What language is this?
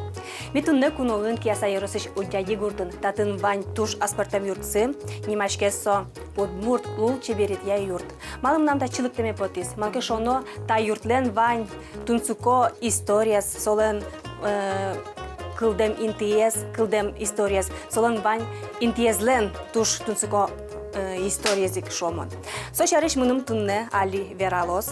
Udmurt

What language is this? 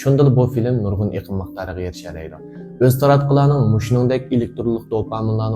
Uyghur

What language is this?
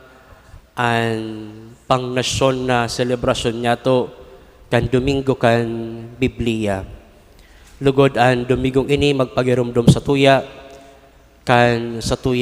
Bikol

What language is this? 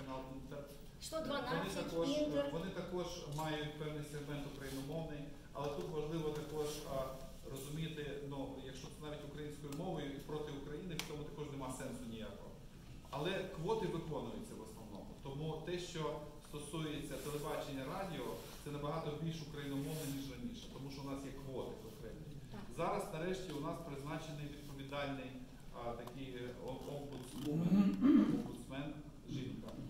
Ukrainian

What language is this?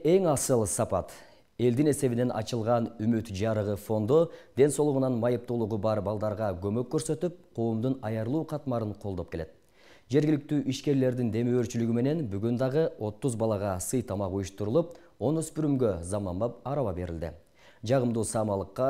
Kyrgyz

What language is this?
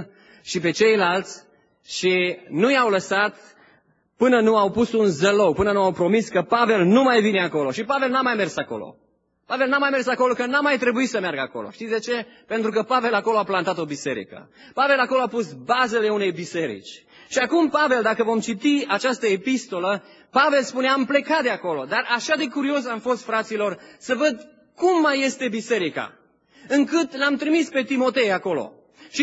Romanian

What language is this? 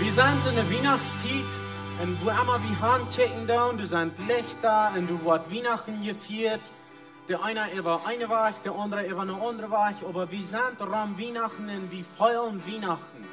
Plautdietsch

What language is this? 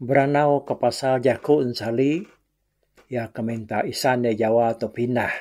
Iban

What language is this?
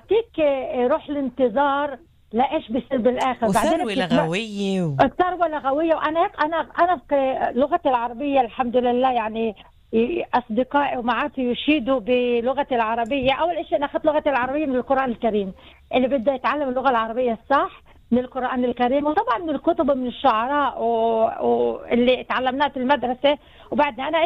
North Levantine Arabic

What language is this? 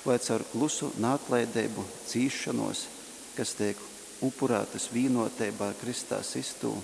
Latgalian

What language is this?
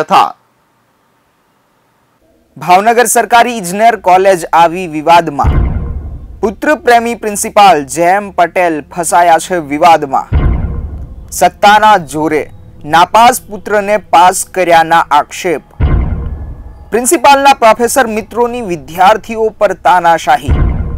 Gujarati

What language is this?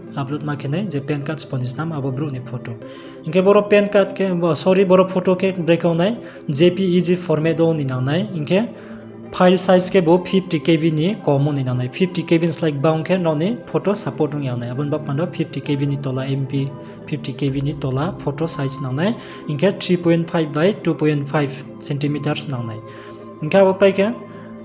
Riang (India)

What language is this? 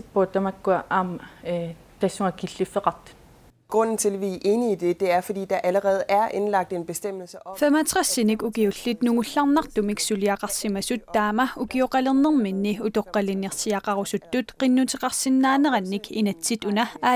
Kalaallisut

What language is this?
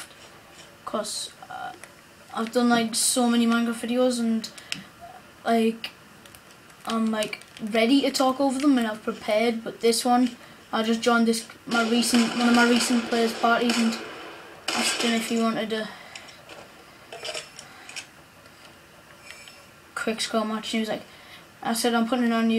English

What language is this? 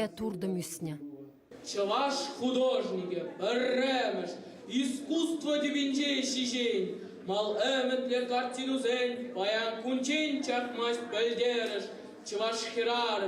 Chuvash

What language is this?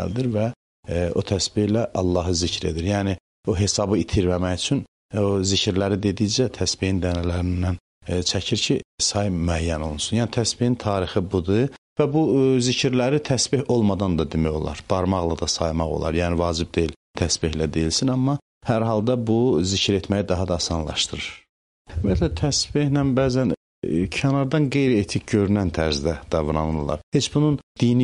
Azerbaijani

